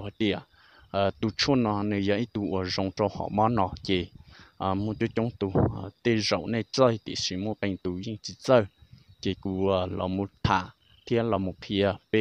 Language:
Hmong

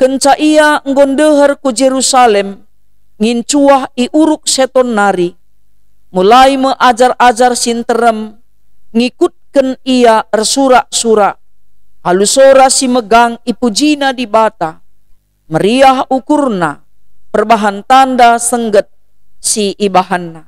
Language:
Batak Karo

